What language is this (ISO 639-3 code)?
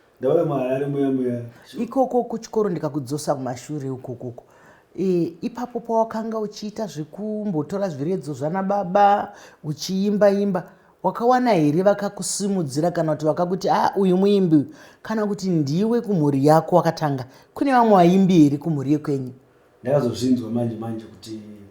sna